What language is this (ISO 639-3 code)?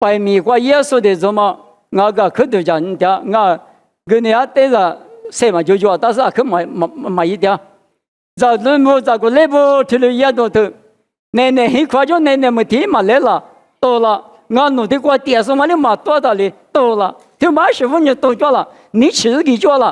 lis